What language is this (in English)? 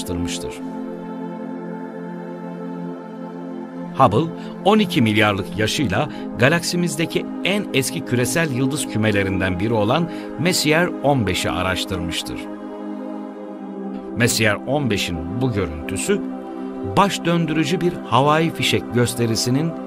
Turkish